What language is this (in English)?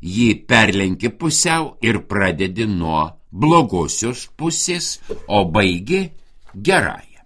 Lithuanian